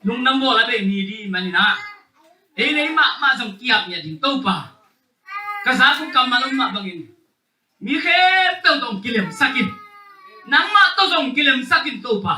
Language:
Tedim Chin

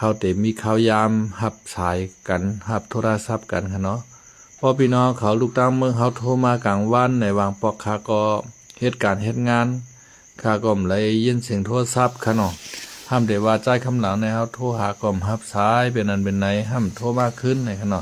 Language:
Shan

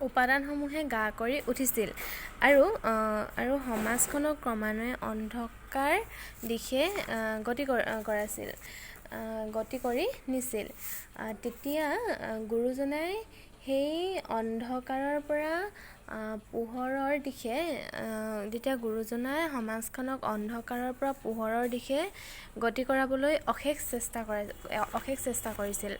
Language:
Assamese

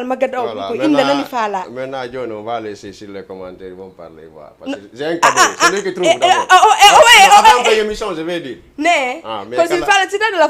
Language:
Fula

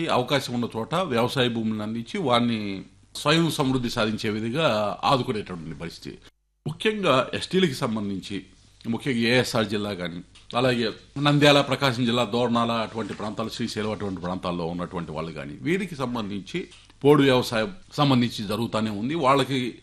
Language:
Telugu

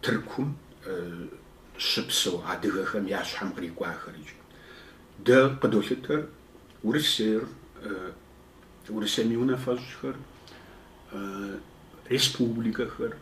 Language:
Kabardian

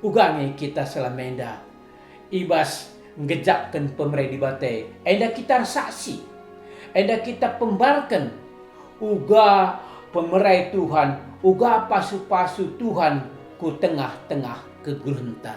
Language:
Batak Karo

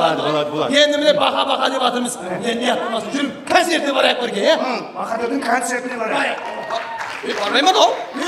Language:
Kara-Kalpak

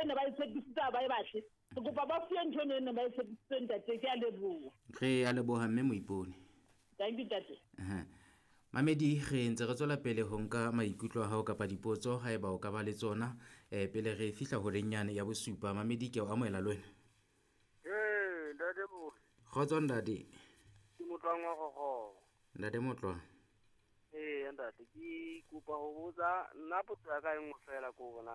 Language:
Southern Sotho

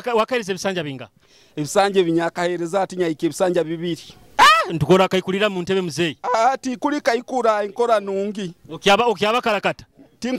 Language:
Nyoro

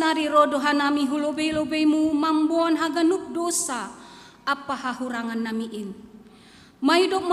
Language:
Batak Simalungun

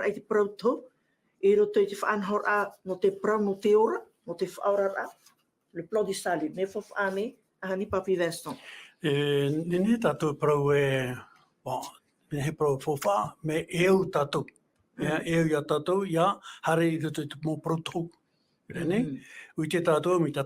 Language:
Tahitian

